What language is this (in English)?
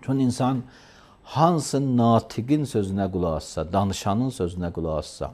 Azerbaijani